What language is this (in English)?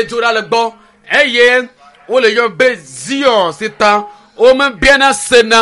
Ewe